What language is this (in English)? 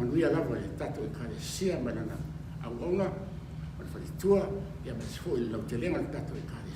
Samoan